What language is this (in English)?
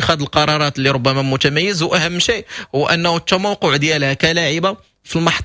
Moroccan Arabic